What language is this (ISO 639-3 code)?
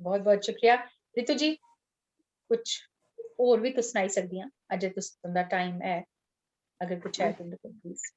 doi